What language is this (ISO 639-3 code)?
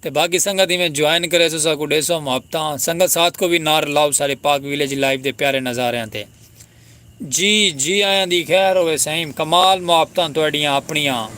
skr